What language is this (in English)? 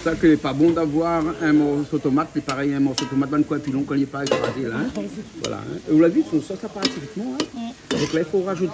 Réunion Creole French